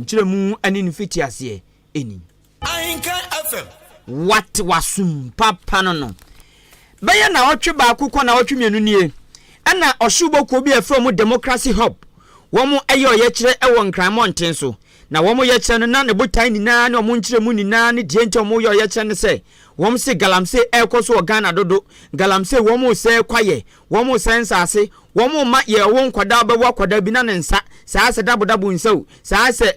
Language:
Akan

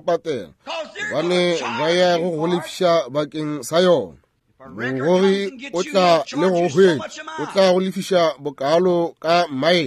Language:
Northern Sotho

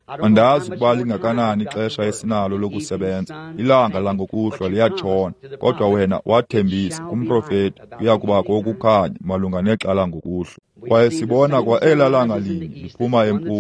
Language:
Xhosa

